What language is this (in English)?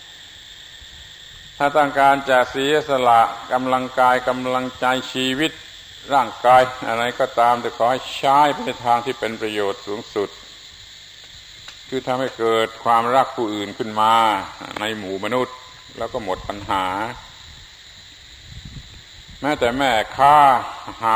Thai